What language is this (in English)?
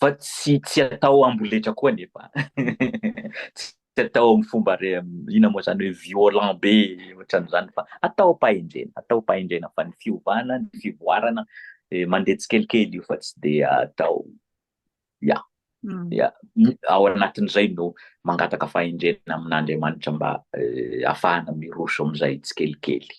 Malagasy